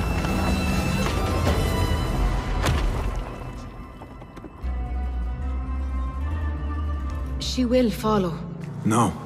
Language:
English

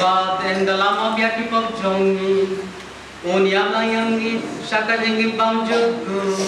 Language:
Khasi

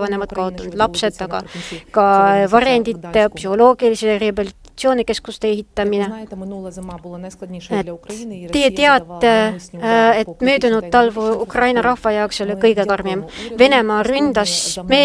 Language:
Estonian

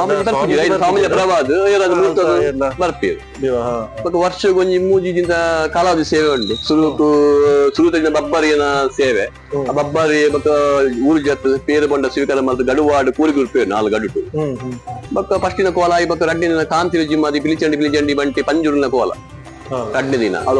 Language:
Tulu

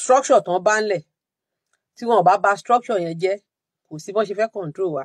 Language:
Yoruba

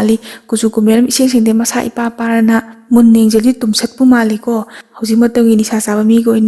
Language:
Manipuri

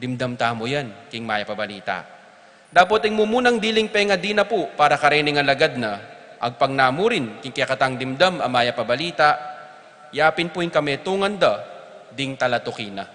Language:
Pampanga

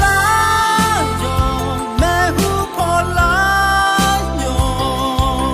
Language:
Akha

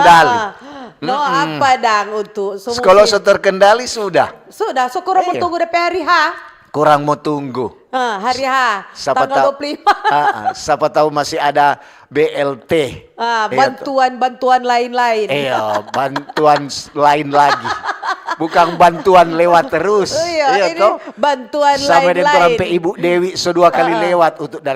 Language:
Manado Malay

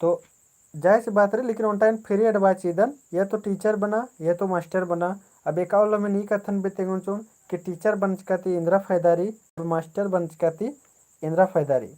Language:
Kurukh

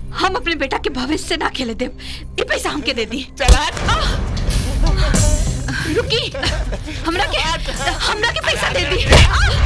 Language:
Bhojpuri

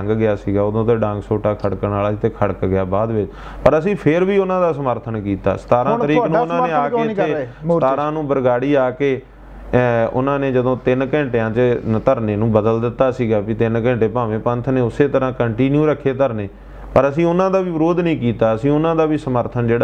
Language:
Punjabi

